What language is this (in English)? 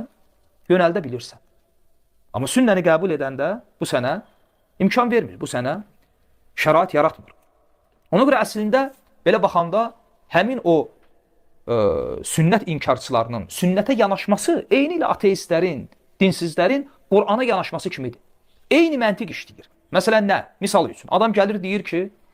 Azerbaijani